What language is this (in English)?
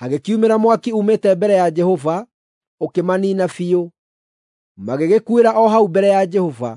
Kikuyu